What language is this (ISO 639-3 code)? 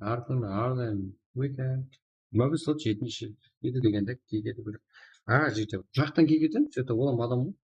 kaa